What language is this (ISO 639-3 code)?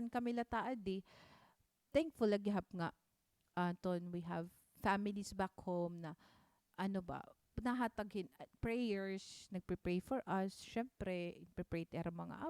war